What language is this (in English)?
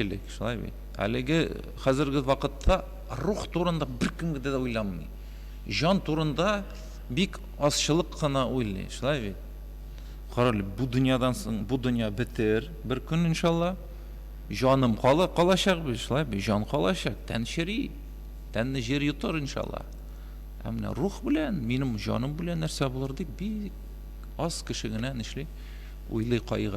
Tatar